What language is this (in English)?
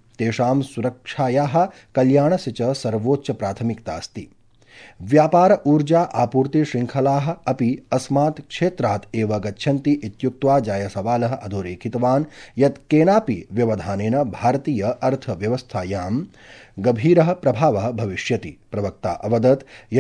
Sanskrit